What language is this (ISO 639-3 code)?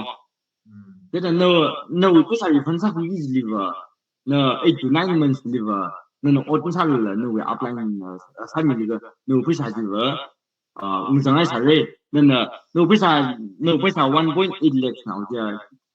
nmf